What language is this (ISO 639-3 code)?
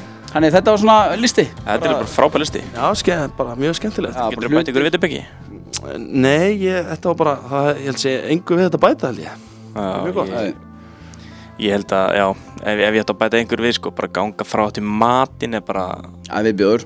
isl